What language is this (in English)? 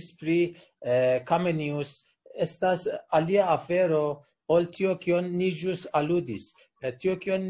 Esperanto